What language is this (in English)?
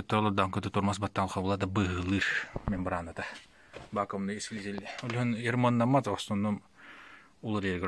Yakut